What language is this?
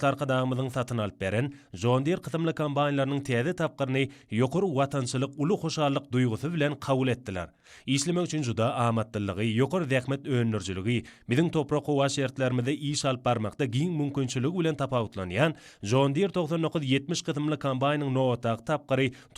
Turkmen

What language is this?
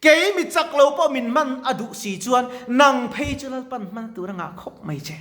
Mizo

